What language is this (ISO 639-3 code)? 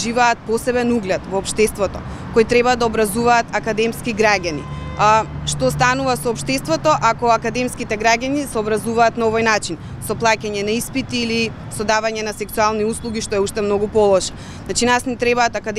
mkd